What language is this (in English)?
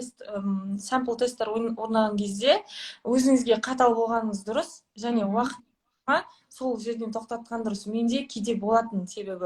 Kazakh